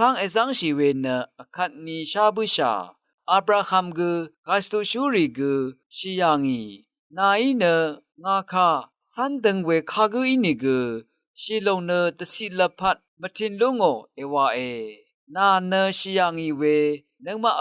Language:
Rawang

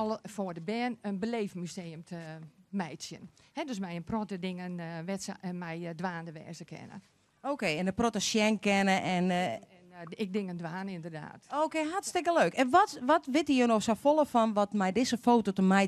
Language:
Western Frisian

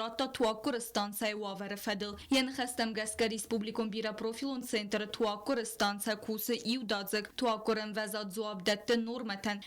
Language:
Ossetic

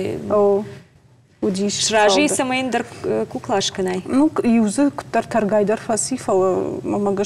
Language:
Ossetic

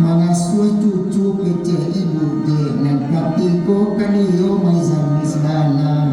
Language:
Minangkabau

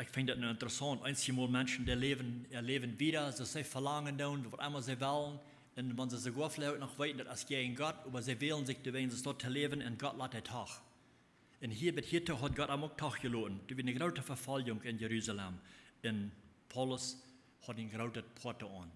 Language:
Plautdietsch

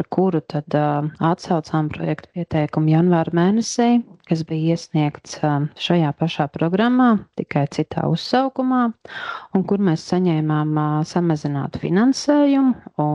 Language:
Latvian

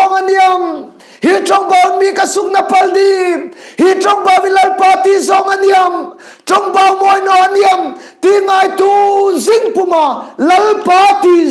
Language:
Hmar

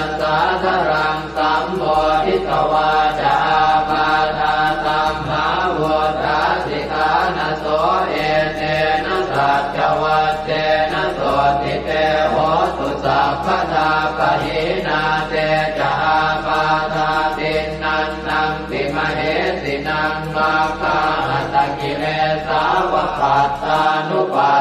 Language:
Pali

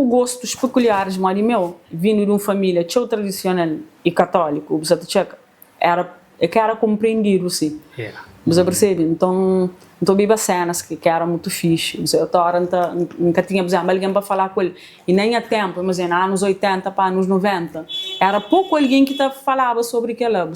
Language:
Kabuverdianu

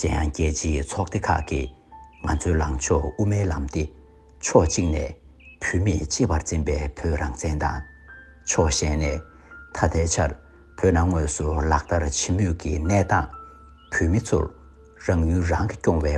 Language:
Tibetan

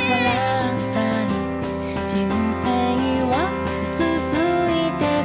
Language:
Japanese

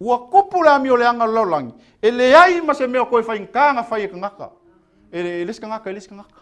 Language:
Samoan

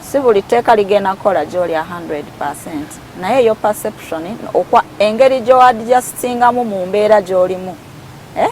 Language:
Ganda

